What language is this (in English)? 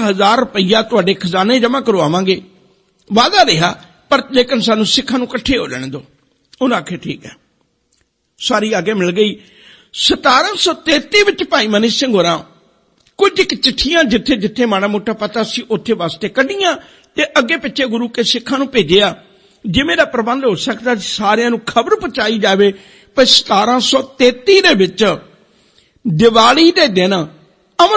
Punjabi